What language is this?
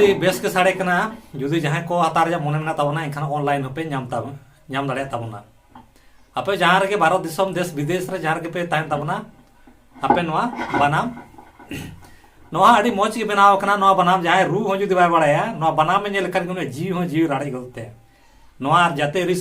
Santali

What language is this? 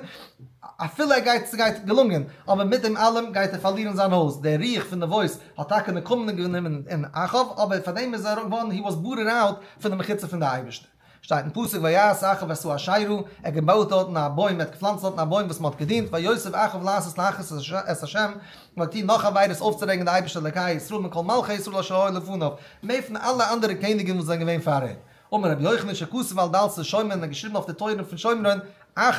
Yiddish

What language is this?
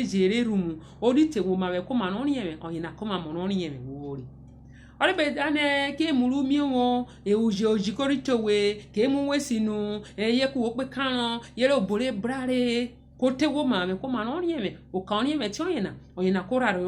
Urhobo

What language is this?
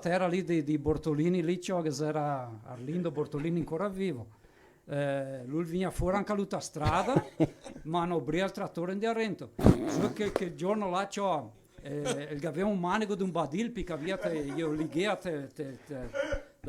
Venetian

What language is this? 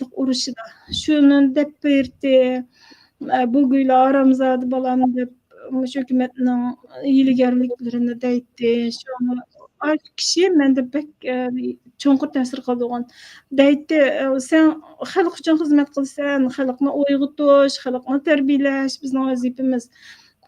Uyghur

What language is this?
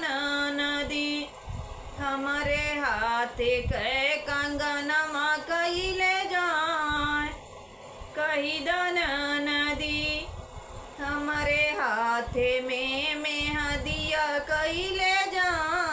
Bhojpuri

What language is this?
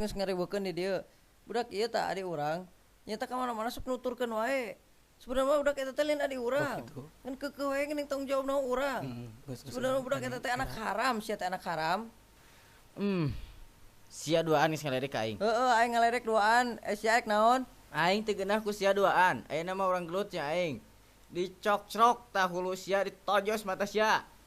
Sundanese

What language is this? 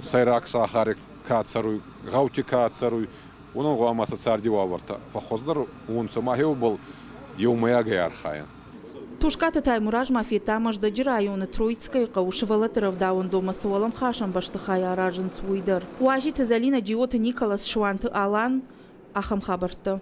Ossetic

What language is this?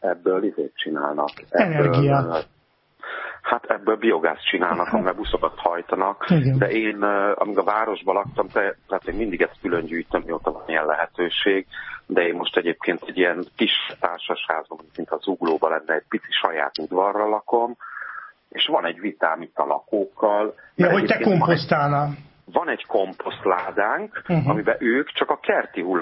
Hungarian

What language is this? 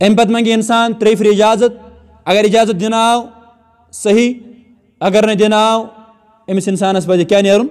Kashmiri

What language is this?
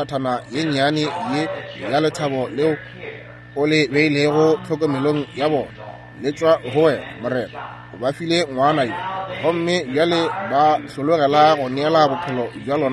Northern Sotho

